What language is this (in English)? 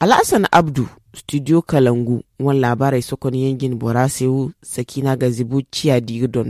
Zarma